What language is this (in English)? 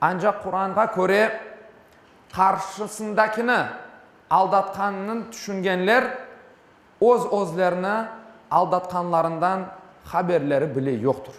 Crimean Tatar